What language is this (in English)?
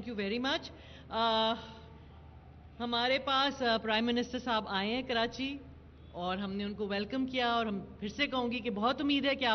Urdu